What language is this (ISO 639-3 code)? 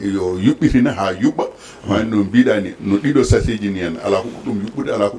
ful